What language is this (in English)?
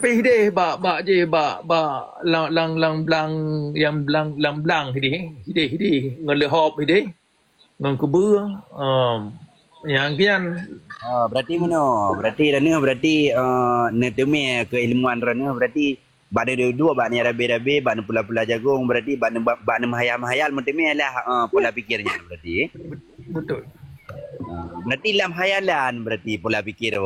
Achinese